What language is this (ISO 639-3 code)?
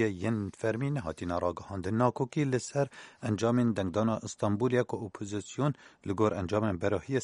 kur